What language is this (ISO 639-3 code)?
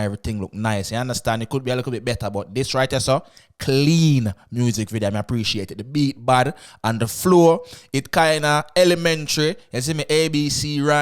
jam